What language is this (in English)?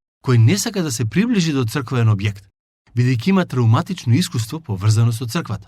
Macedonian